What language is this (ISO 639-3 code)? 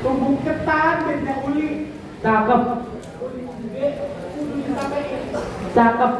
bew